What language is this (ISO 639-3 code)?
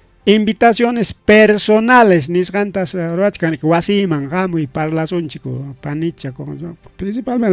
quy